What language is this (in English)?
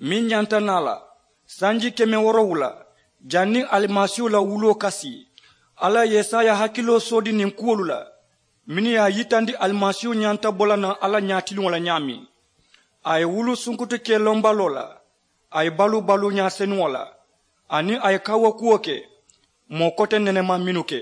Mandingo